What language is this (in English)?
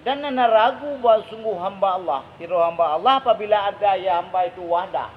Achinese